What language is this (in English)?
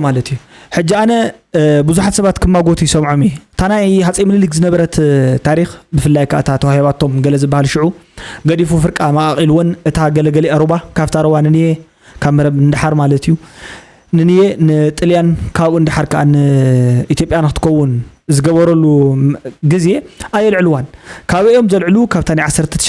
Tigrinya